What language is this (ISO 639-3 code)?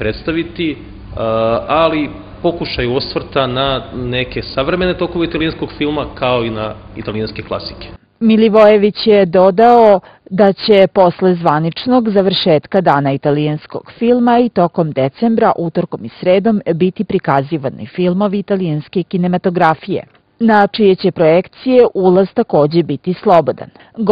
srp